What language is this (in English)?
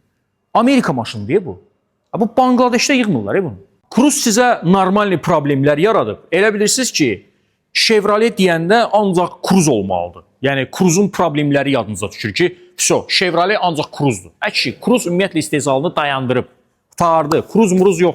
Azerbaijani